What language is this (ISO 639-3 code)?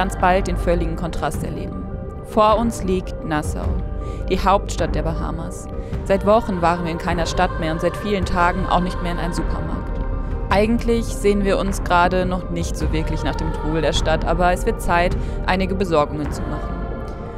deu